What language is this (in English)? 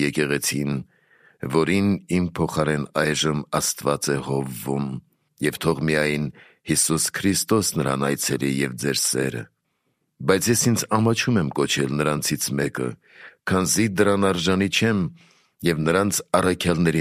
Armenian